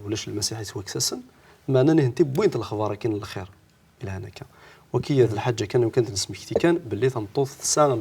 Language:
Kabyle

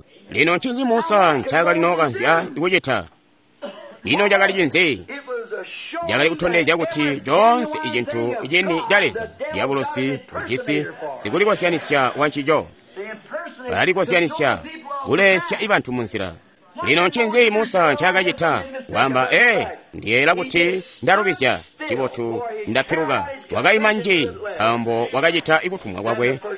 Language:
Tonga (Zambia)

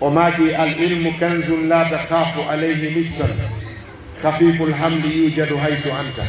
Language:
Pular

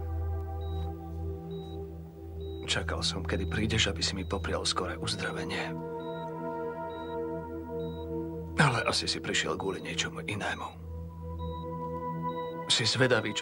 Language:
Slovak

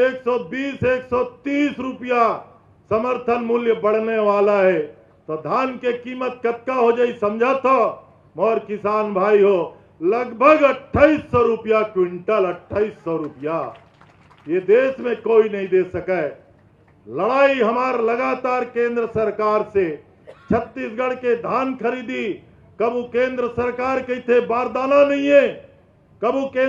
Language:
Chhattisgarhi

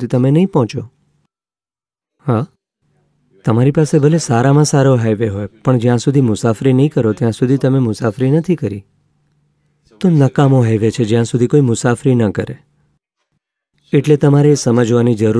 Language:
Gujarati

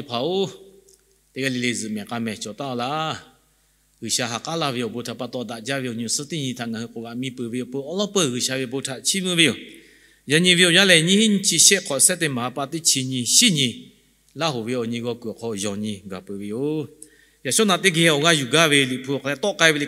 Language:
Lahu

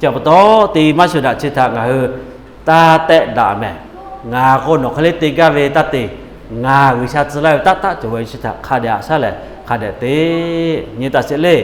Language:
Lahu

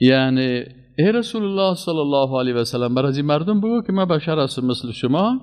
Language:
Persian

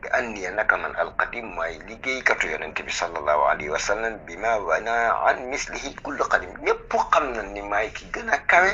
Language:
Wolof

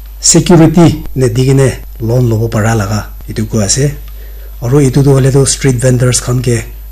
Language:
Naga Pidgin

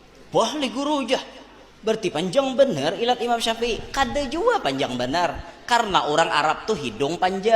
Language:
Banjar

